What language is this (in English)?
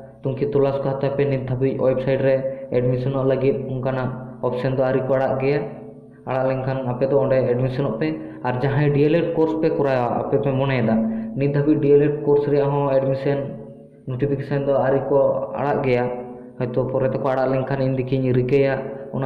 Santali